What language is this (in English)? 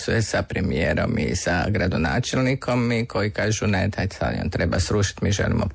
Croatian